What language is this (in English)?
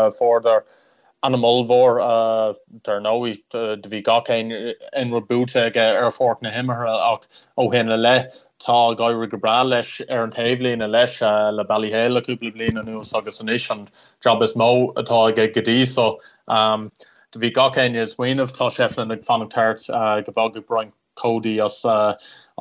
Irish